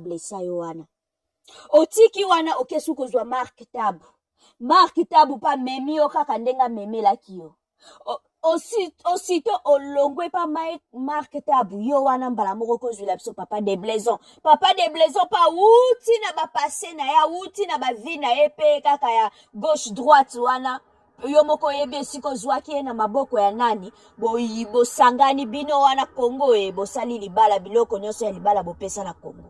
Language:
Lingala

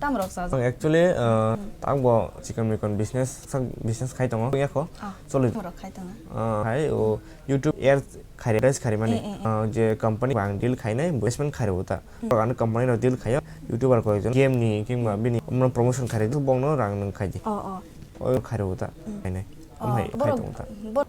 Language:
Kok Borok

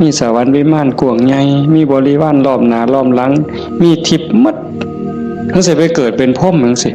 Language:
Northeastern Thai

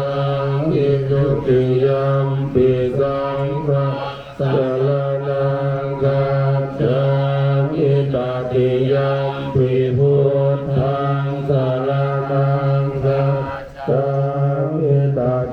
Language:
Pali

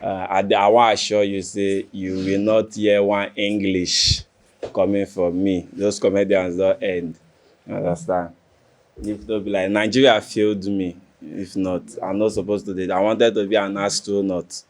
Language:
Nigerian Pidgin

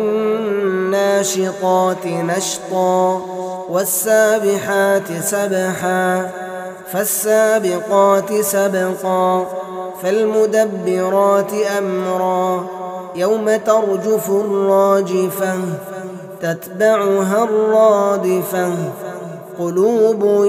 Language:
Arabic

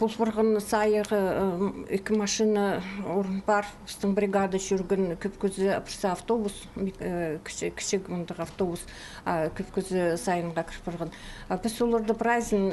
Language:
Khakas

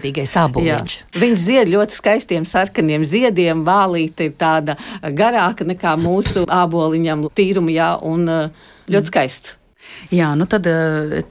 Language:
Latvian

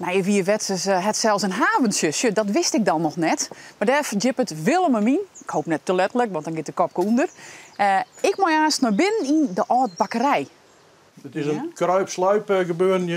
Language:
Western Frisian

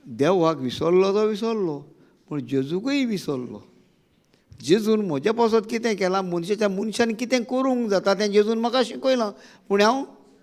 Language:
Konkani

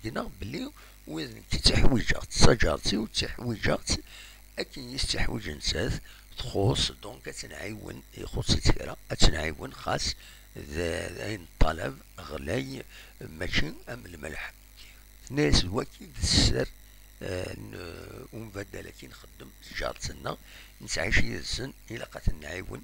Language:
Kabyle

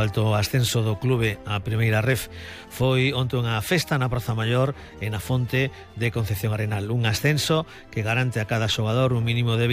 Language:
Galician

